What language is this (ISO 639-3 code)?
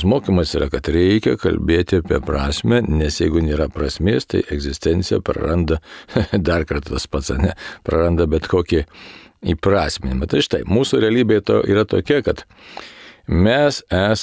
lit